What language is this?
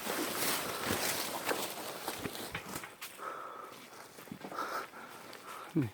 Lao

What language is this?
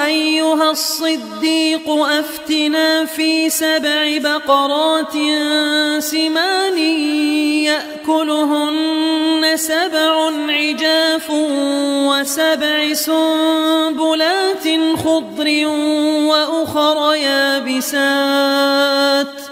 Arabic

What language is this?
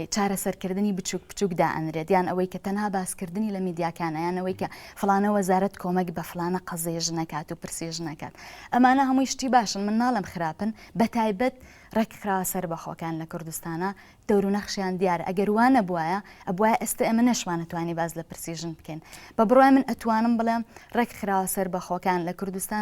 Central Kurdish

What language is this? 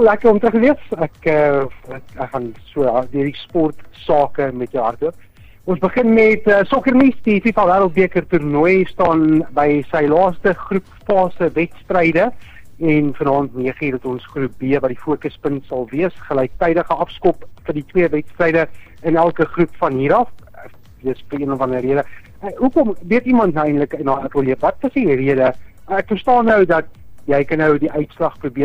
Afrikaans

